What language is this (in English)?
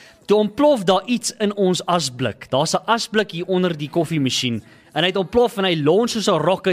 Afrikaans